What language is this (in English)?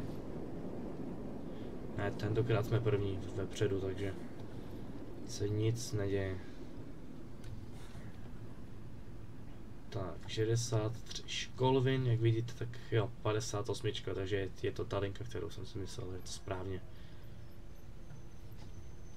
Czech